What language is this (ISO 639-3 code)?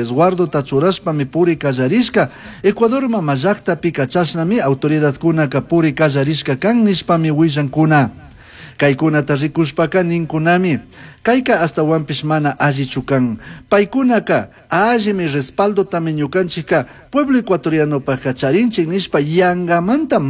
qug